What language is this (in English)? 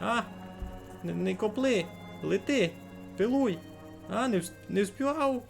Rusyn